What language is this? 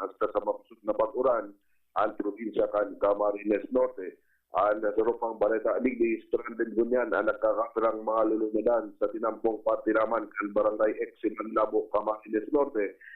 Bikol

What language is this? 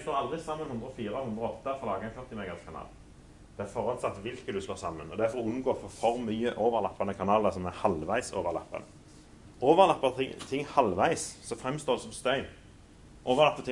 Norwegian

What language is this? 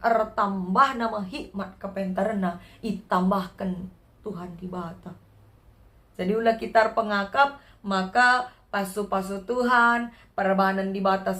Batak Karo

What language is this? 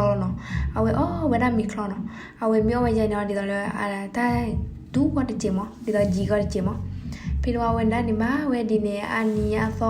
S'gaw Karen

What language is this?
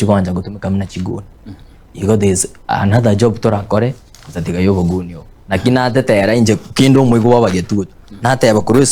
Gusii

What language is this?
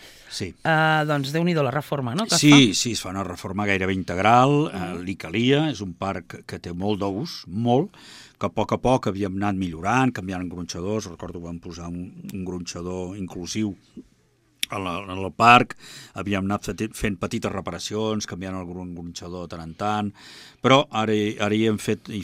Catalan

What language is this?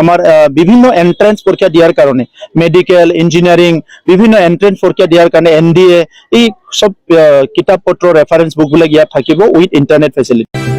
Assamese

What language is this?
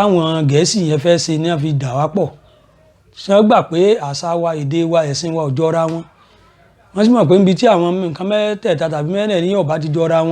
Yoruba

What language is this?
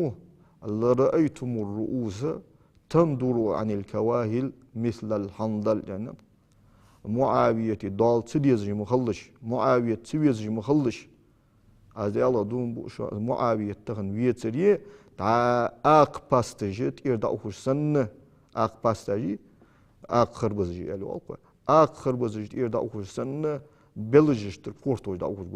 Ingush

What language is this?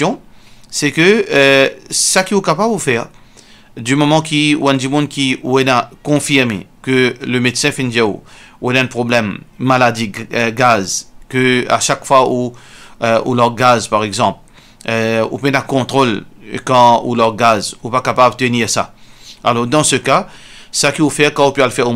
Morisyen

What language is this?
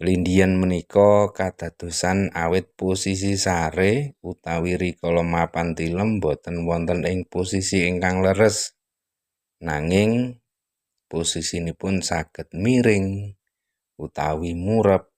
Javanese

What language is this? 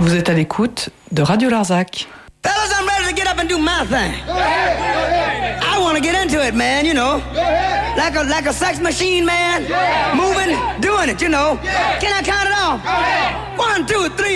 French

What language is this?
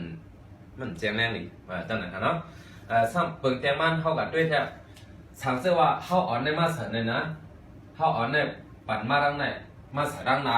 Shan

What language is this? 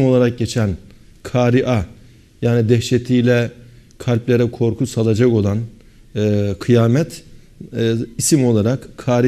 Turkish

